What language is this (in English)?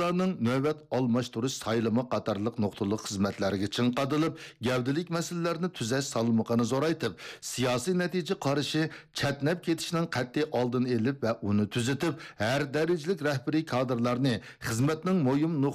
Uyghur